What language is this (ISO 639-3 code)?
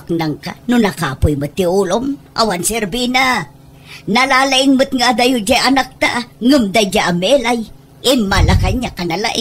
ilo